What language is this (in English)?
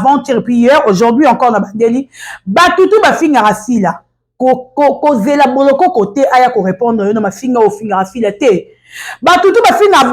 Lingala